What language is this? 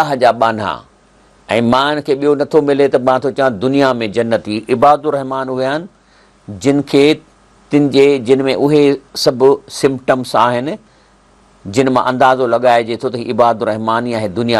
Sindhi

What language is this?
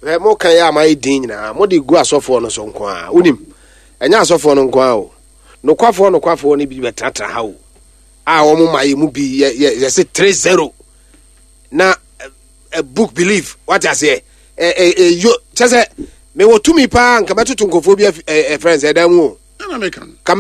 Akan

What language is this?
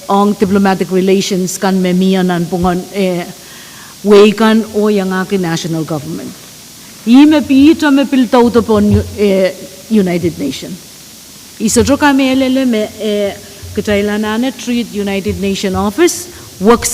Pohnpeian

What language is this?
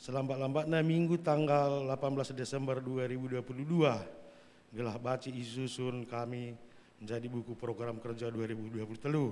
Batak Karo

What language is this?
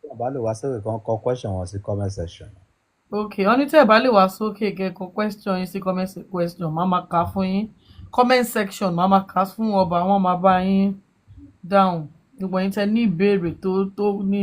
Yoruba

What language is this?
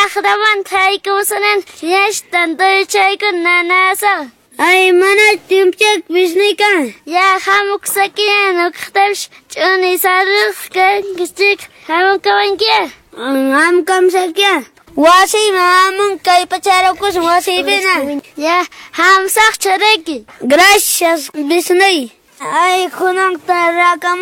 Quechua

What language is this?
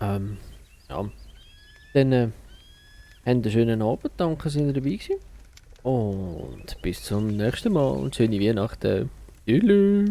Swiss German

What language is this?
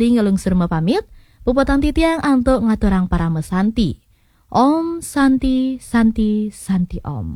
Balinese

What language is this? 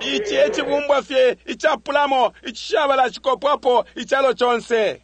Bemba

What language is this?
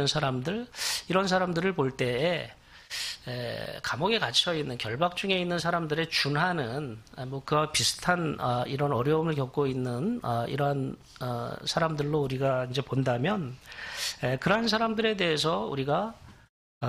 Korean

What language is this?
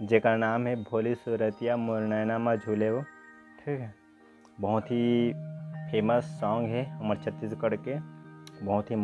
Chhattisgarhi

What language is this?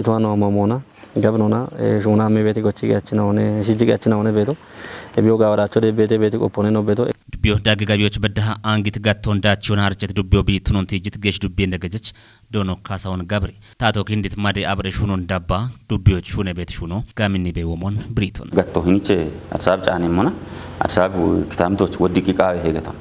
Kafa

